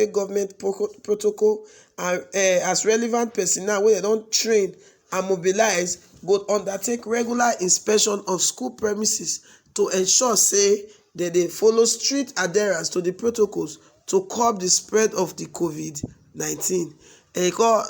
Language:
Nigerian Pidgin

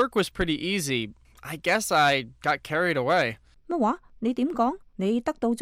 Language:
Cantonese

